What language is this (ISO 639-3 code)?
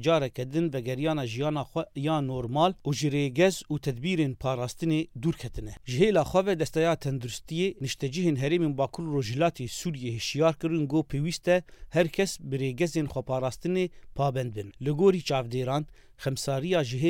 kur